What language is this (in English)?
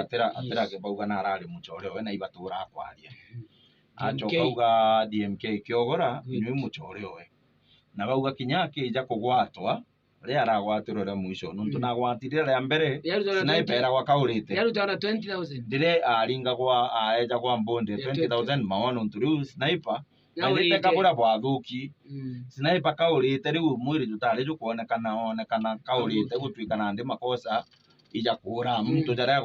Meru